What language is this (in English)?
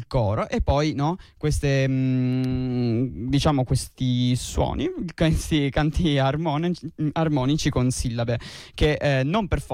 Italian